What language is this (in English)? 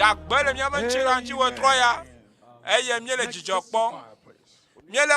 Ewe